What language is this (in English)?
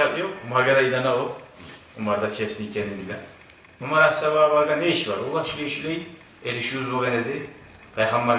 Kumyk